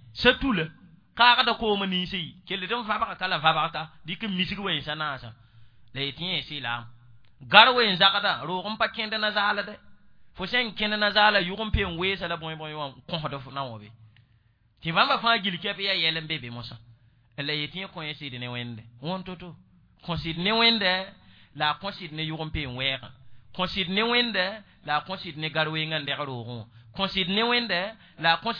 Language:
Mossi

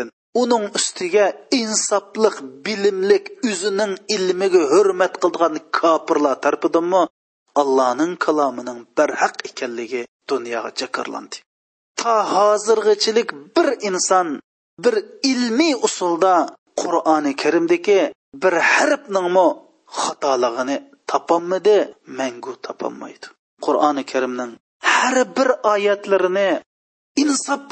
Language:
Uyghur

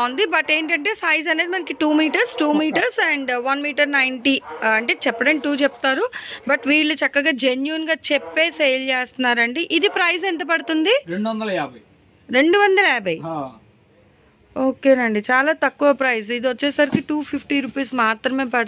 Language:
Telugu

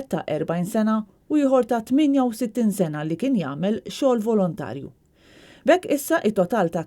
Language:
Maltese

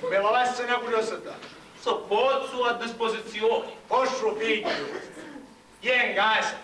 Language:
Sicilian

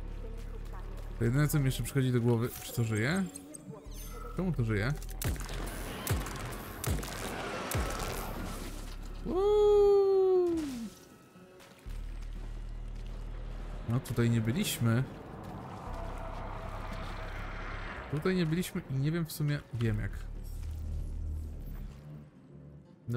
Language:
Polish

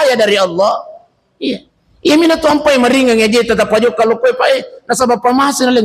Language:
Buginese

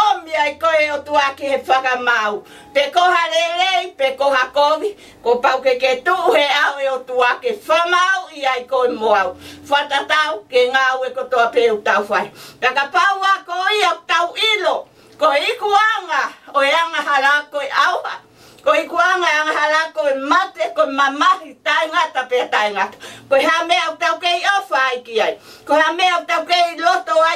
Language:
Tongan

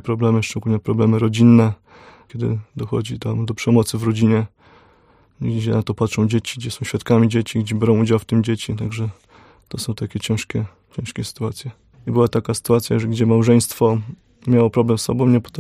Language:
Polish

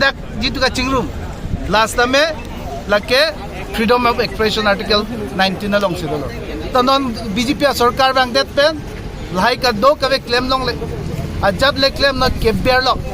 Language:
Karbi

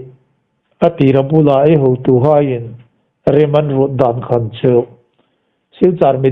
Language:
Hmar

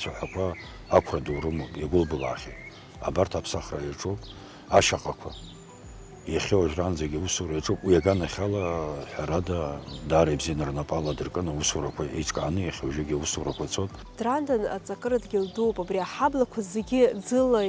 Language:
Abkhazian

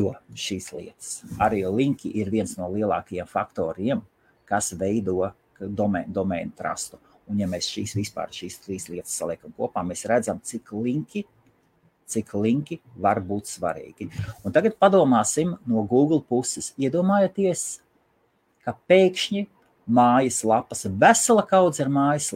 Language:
Latvian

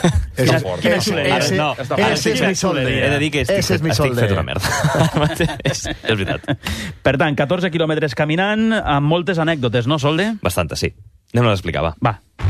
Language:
Catalan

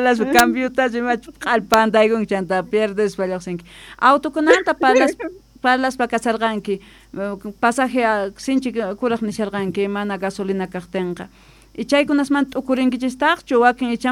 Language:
Quechua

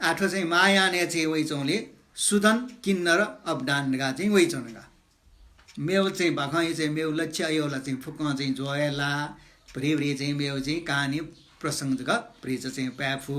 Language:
Newari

